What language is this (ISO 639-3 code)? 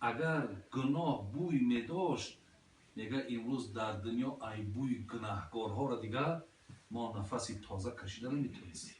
tgk